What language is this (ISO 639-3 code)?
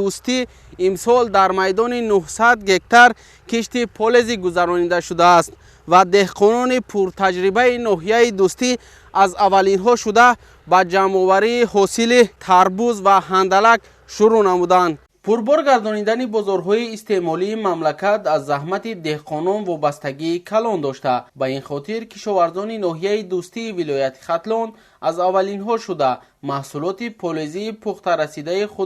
tgk